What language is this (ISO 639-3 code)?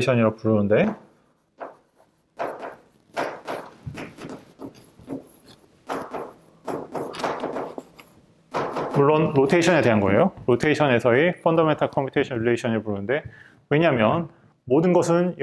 kor